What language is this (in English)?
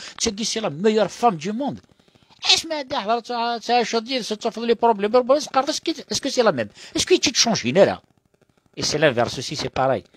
Kabyle